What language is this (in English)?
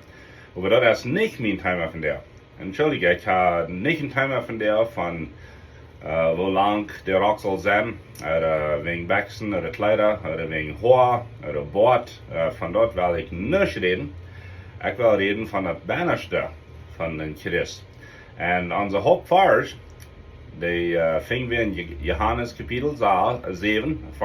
Plautdietsch